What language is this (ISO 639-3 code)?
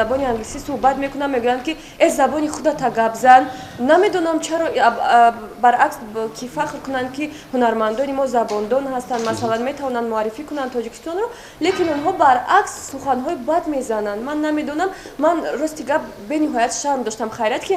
tgk